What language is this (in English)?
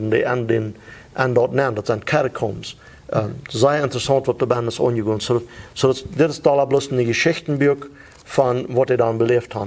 Plautdietsch